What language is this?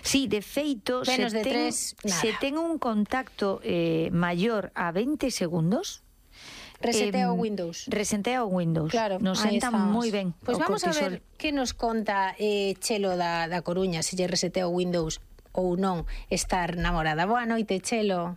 Galician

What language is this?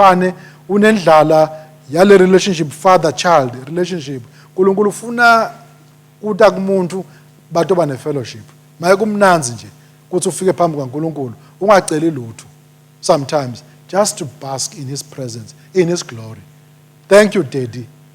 Swati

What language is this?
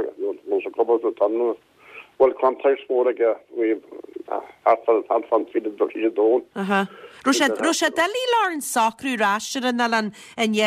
Irish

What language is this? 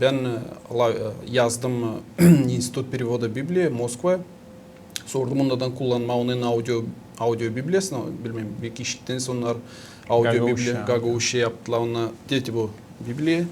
Gagauz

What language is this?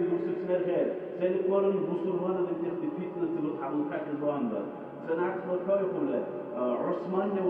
Dargwa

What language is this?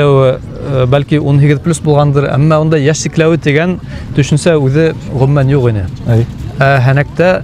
Bashkir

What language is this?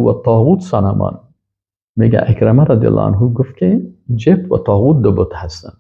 Persian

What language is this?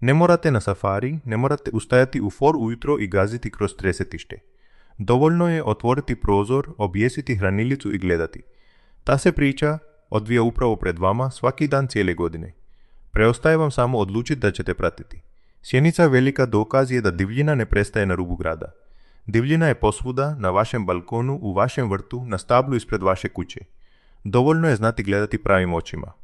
Croatian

